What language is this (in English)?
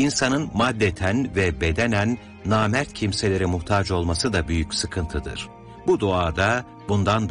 Turkish